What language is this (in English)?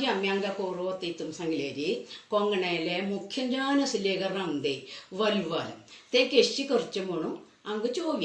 Konkani